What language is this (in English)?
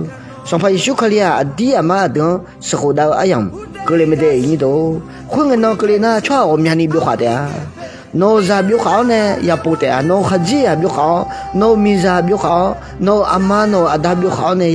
Akha